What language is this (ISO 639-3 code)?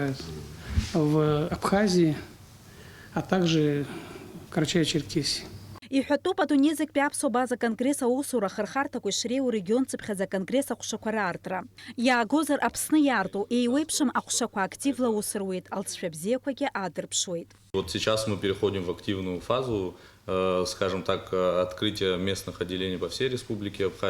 abk